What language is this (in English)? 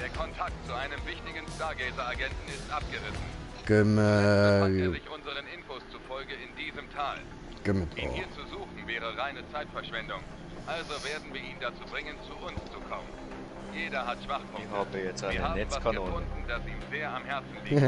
Swiss German